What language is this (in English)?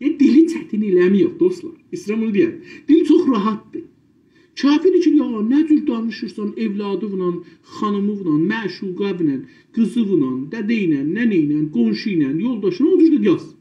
South Azerbaijani